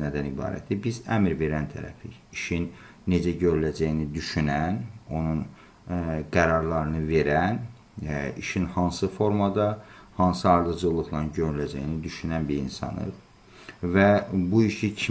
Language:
Azerbaijani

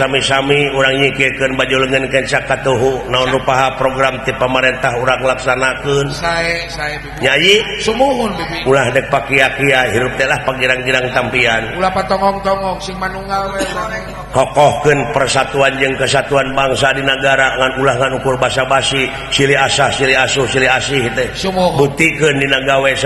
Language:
Sundanese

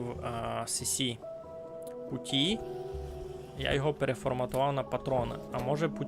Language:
Rusyn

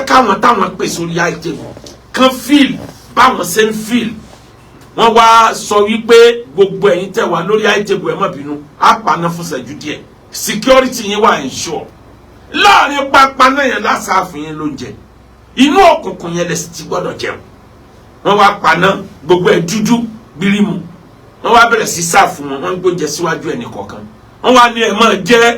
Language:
Yoruba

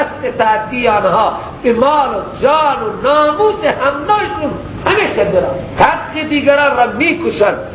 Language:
Persian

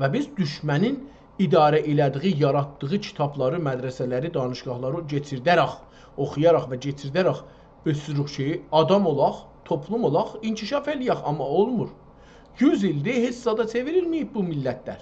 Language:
South Azerbaijani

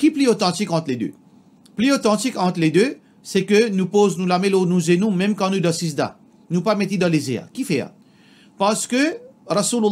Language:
Morisyen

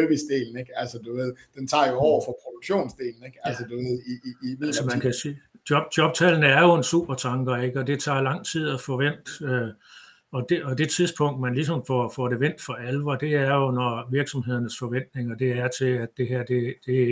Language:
Danish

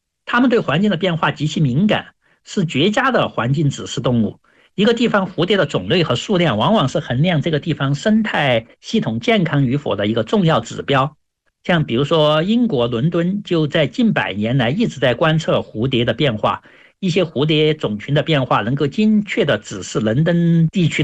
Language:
Chinese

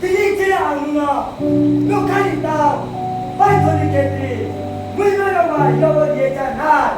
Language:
Riang (India)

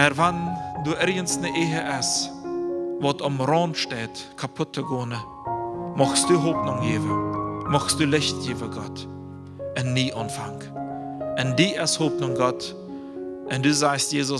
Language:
Plautdietsch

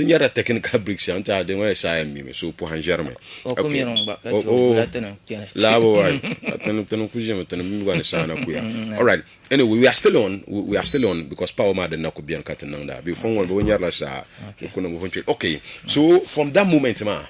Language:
Dagbani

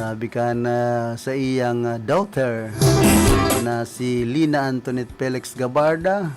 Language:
Bikol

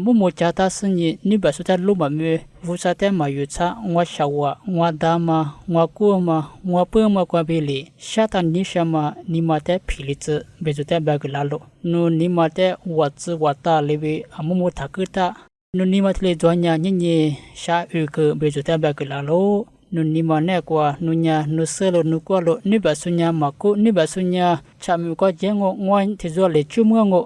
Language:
Lisu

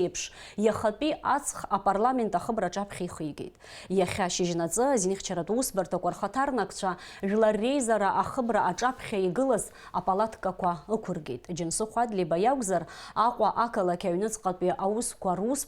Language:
Abkhazian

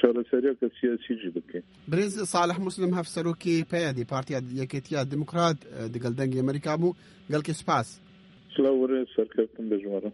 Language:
Kurdish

